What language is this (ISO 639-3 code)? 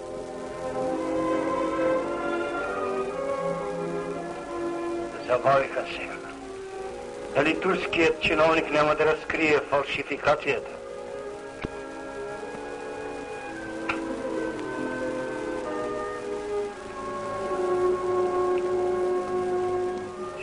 bul